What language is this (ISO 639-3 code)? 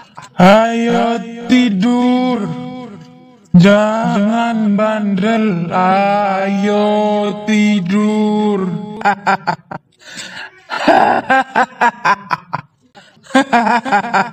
ind